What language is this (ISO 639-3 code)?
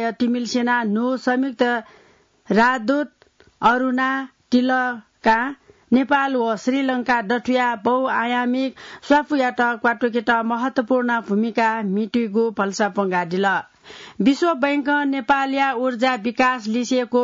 new